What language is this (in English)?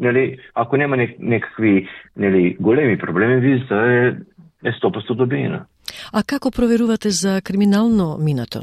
Macedonian